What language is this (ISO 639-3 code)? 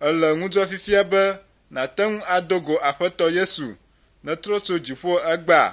ewe